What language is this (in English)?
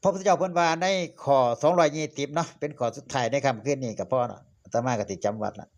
Northeastern Thai